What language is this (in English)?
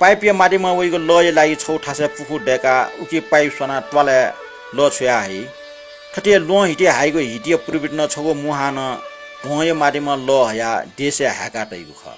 Newari